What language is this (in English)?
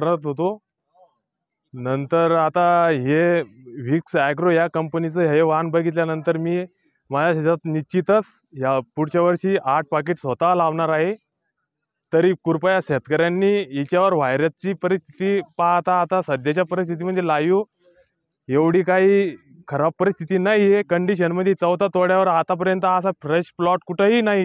Marathi